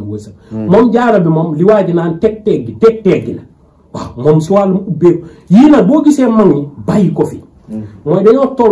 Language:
Wolof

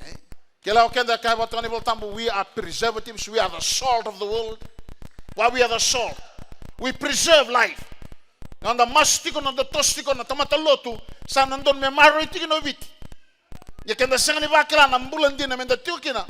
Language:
Fijian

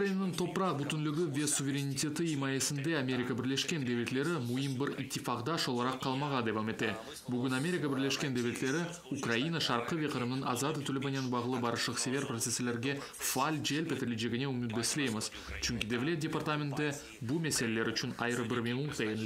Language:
Crimean Tatar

